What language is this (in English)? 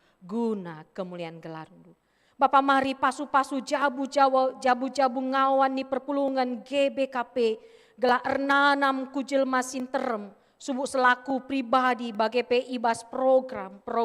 Batak Karo